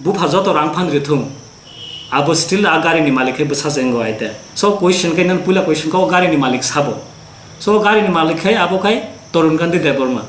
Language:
Kok Borok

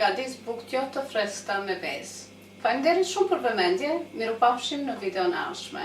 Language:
Albanian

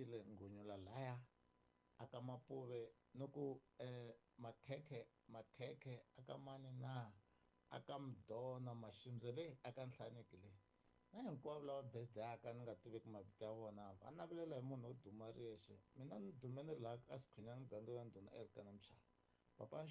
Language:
Tsonga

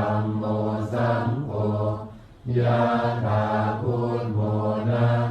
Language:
Pali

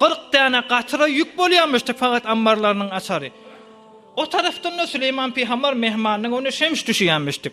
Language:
Turkmen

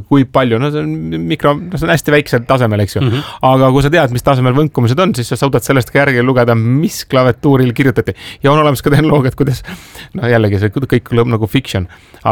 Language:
Estonian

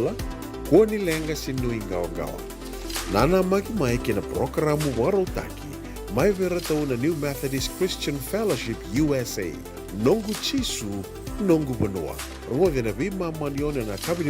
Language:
Fijian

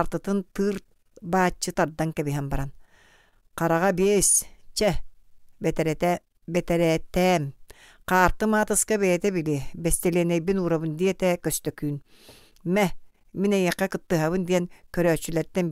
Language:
Yakut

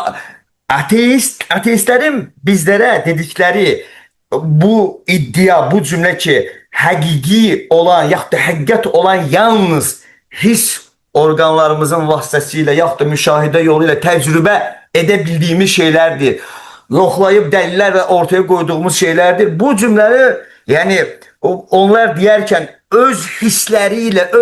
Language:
Azerbaijani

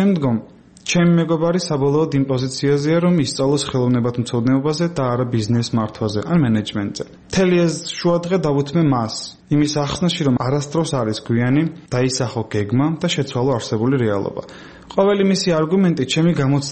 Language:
Georgian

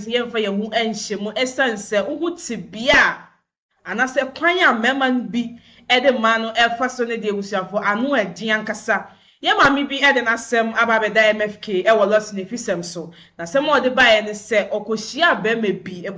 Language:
Akan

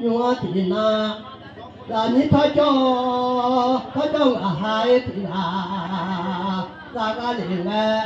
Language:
Akha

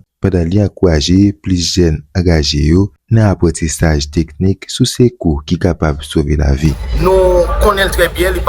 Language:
Haitian Creole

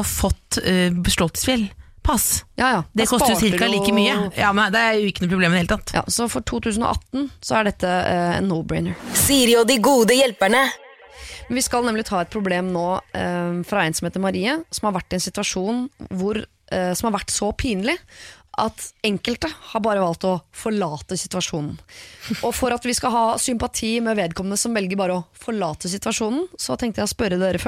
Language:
Norwegian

